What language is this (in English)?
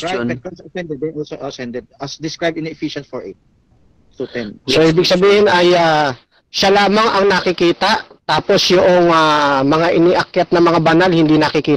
Filipino